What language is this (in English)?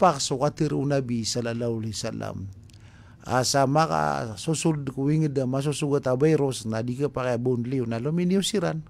Maranao